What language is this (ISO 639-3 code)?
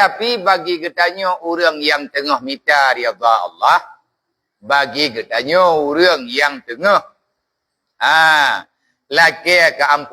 ace